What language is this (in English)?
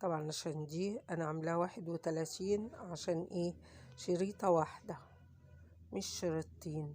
Egyptian Arabic